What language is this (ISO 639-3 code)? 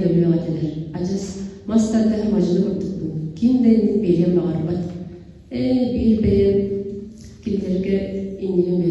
sah